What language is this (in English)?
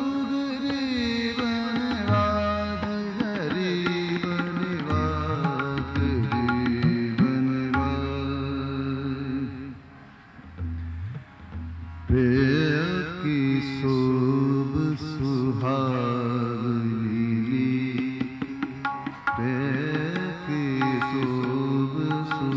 Punjabi